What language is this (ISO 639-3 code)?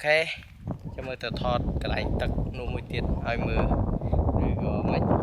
khm